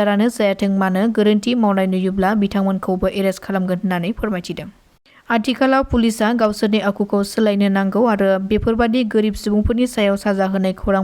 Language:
Bodo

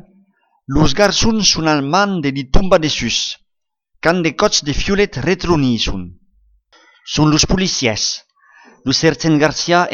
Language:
Occitan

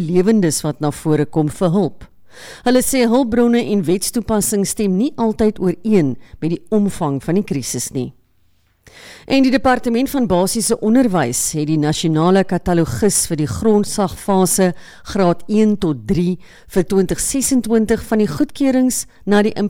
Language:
Afrikaans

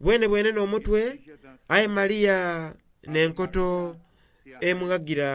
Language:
Soga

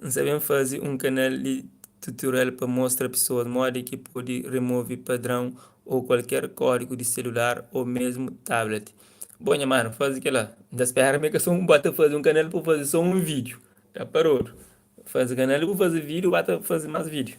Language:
Kabuverdianu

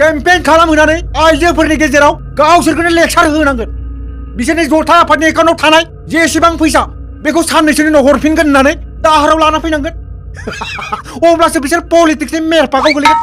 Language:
Bodo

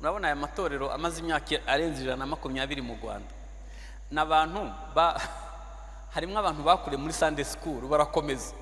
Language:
Kinyarwanda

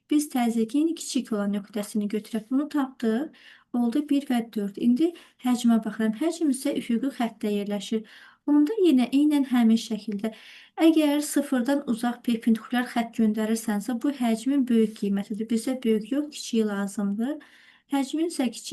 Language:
Azerbaijani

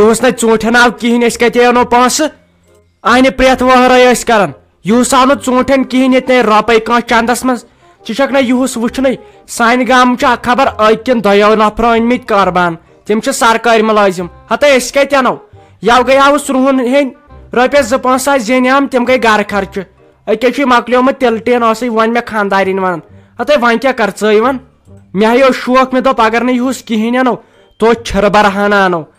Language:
Kashmiri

